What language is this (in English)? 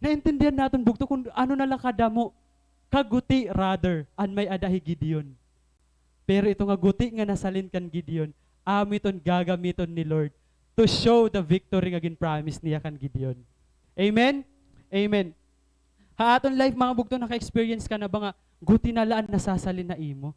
Waray